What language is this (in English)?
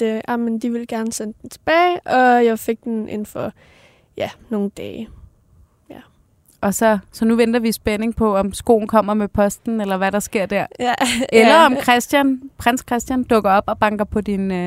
Danish